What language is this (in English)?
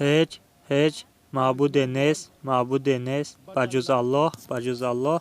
Tajik